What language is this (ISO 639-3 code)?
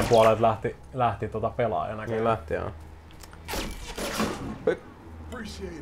fin